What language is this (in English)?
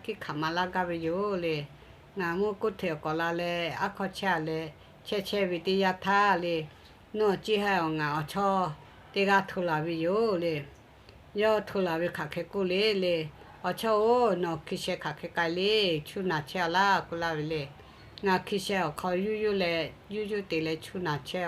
Lahu